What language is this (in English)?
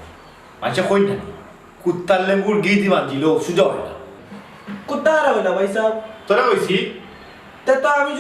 Sylheti